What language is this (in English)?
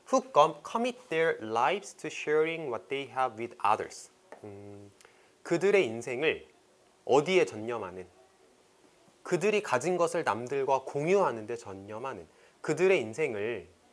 Korean